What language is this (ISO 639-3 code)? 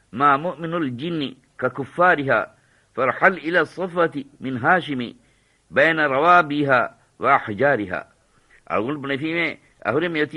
div